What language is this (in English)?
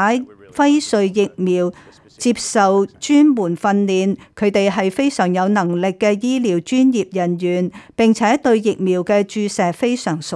Cantonese